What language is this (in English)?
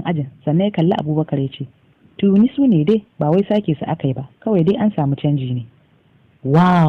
Hausa